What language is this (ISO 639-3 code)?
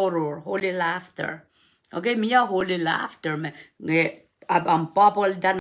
pon